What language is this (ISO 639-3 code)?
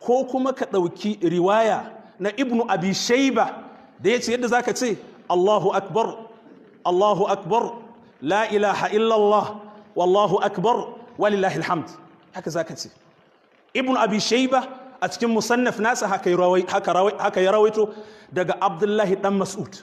hau